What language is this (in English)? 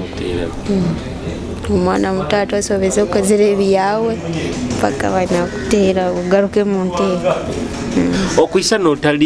Nyoro